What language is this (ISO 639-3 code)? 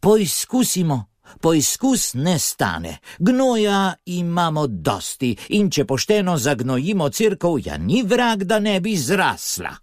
slv